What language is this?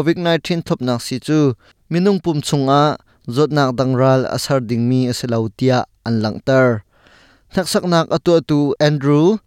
Hakha Chin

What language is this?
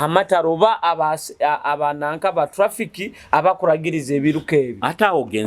Nyoro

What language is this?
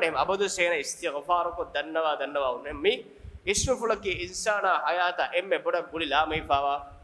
Divehi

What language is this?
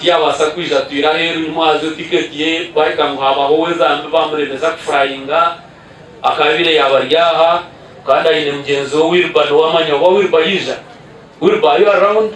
Nyankole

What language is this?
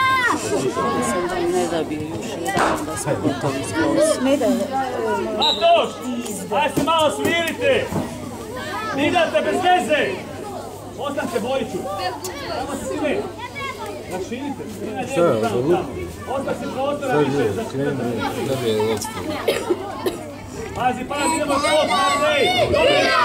Croatian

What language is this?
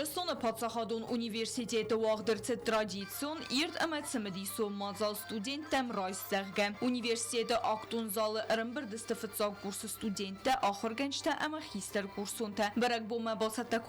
Ossetic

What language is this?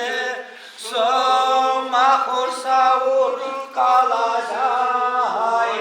Chuvash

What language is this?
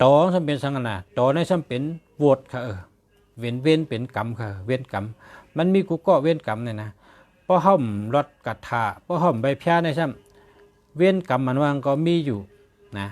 Shan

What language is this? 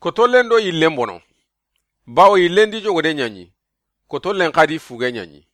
Soninke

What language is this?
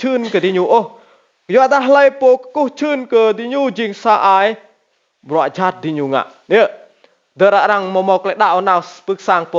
Rade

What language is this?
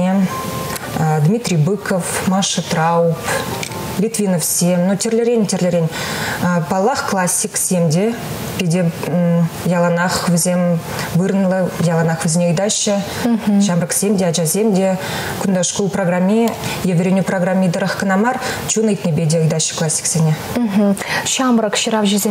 Chuvash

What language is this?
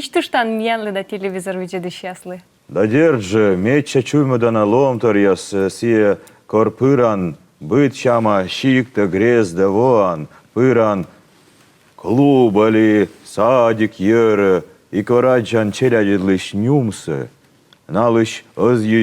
Komi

